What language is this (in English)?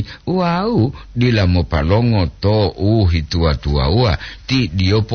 Gorontalo